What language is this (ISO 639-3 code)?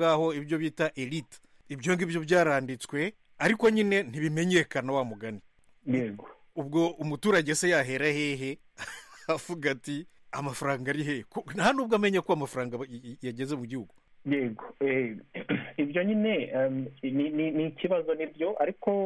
kin